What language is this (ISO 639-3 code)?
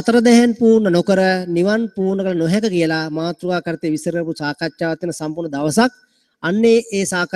sin